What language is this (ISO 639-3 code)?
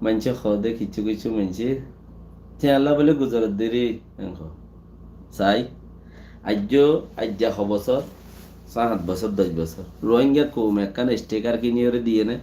rhg